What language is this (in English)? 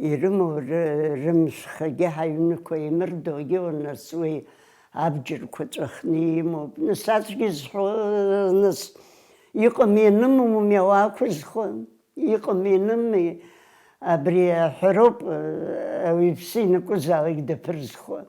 Abkhazian